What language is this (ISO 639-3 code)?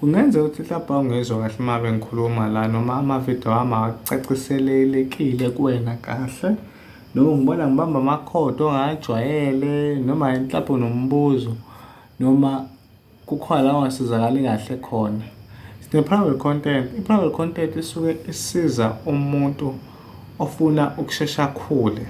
zul